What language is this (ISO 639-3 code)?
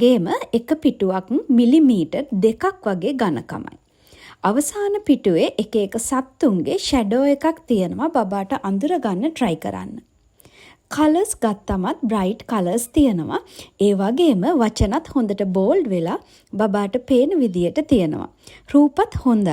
sin